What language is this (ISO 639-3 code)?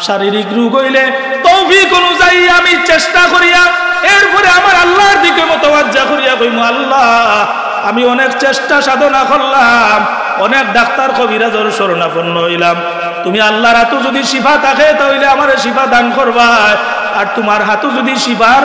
syl